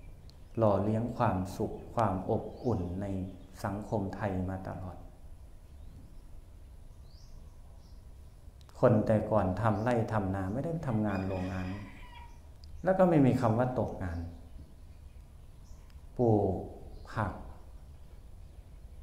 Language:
Thai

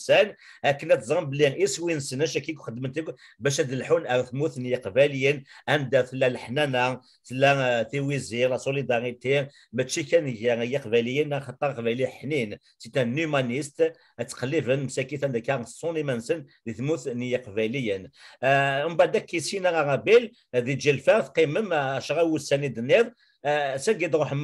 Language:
Kabyle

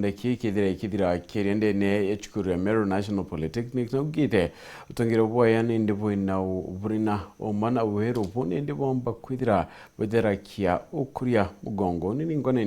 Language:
Meru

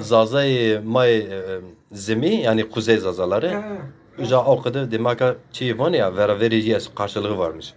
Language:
Zaza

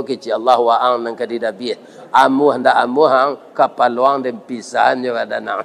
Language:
Minangkabau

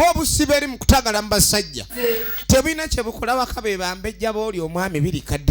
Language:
Ganda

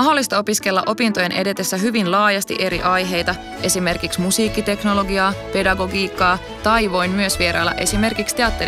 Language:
Finnish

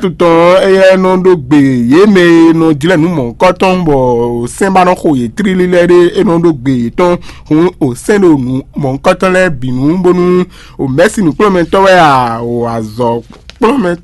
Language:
Fon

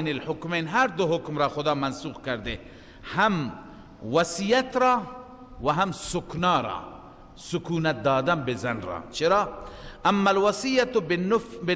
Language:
Persian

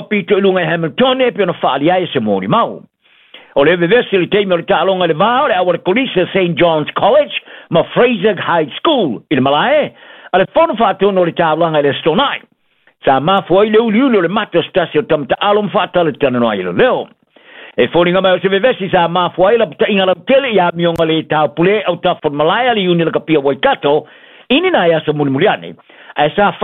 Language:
Samoan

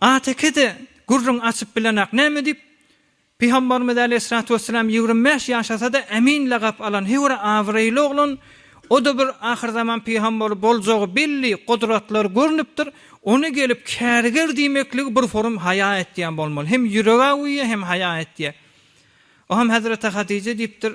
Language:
Turkmen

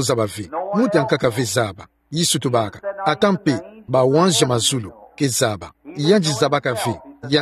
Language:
Kituba (Democratic Republic of Congo)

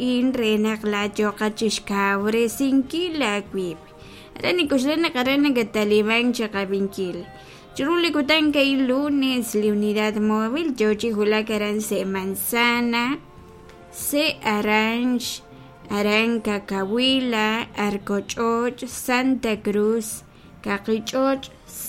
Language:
Kekchí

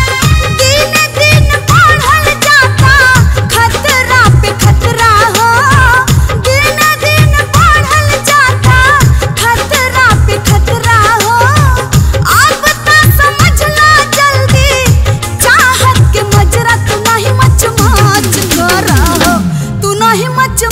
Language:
Bhojpuri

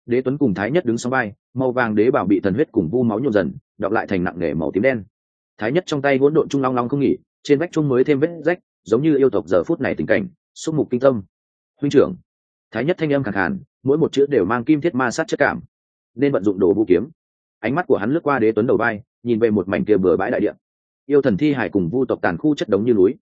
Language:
Vietnamese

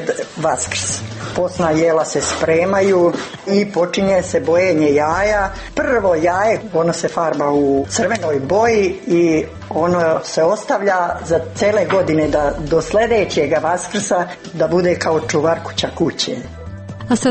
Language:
Serbian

